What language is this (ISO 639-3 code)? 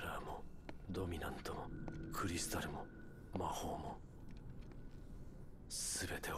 jpn